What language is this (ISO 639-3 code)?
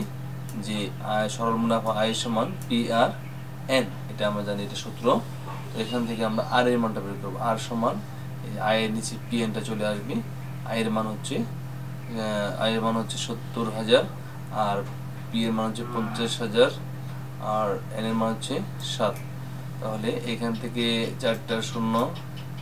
ben